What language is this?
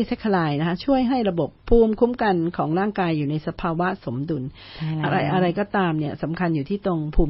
Thai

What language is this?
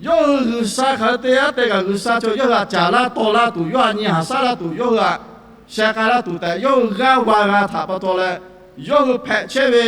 Lahu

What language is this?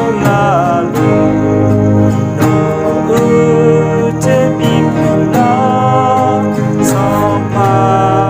Akha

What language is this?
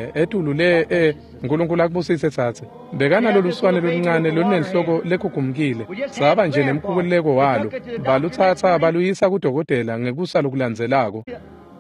Swati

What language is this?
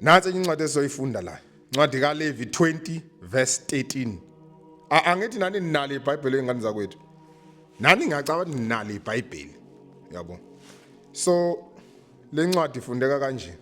Zulu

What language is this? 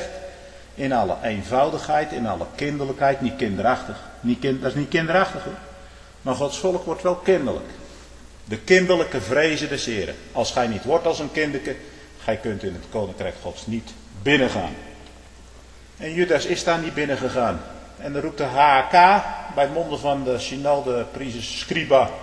Dutch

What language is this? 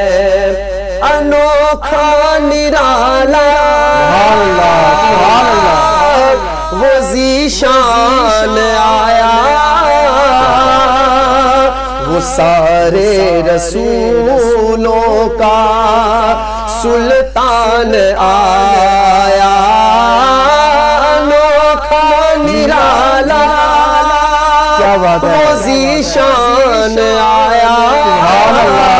Urdu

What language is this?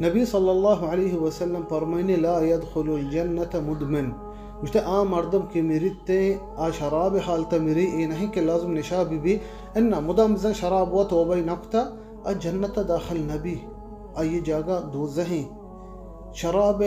Baluchi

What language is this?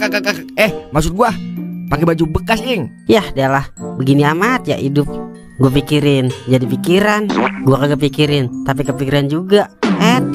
Betawi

